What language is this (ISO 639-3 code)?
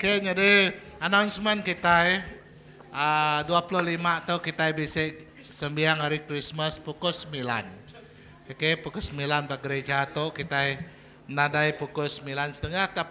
iba